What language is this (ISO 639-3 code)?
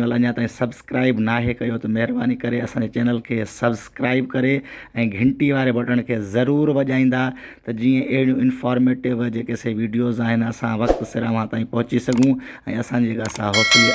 snd